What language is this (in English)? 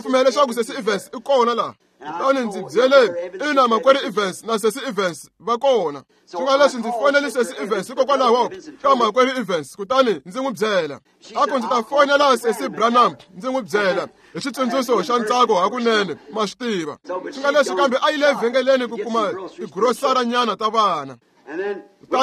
Tsonga